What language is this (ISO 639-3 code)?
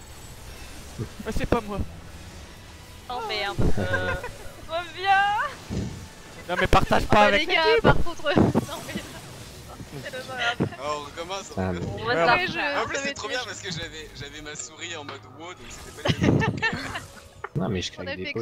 fra